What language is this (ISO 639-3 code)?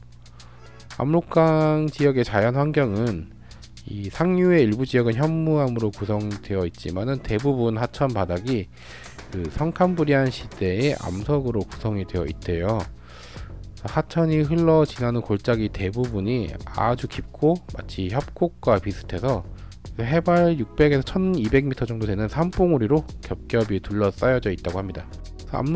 kor